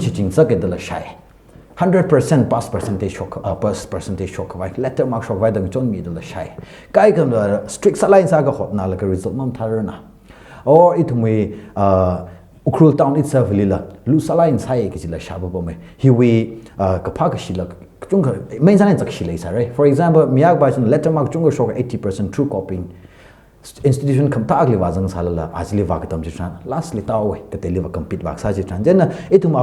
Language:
Tangkhul Naga (India)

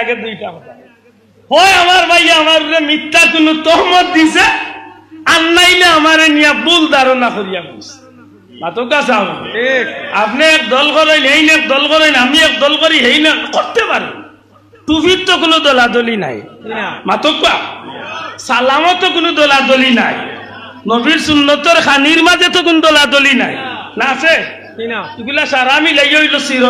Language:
Sylheti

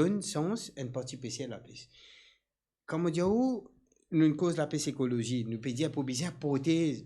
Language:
Morisyen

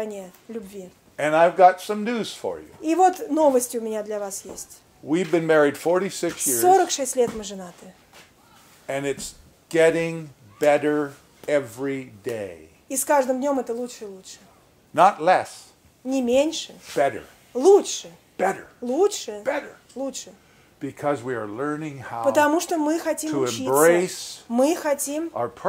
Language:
Russian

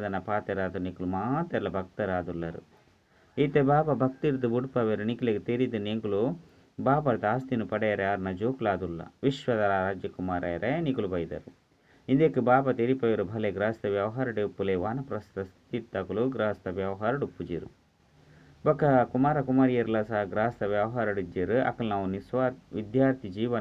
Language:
Tulu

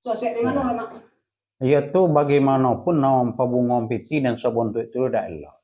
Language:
Minangkabau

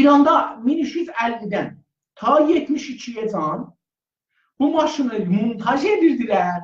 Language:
South Azerbaijani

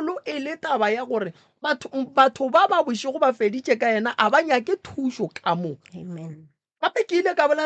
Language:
Northern Sotho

